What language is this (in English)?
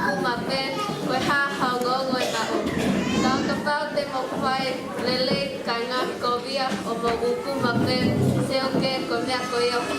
Tongan